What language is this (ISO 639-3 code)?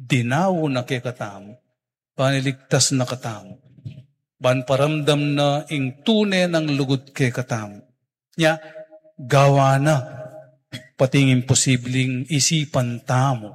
pam